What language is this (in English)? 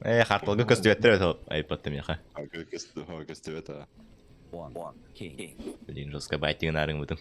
Yakut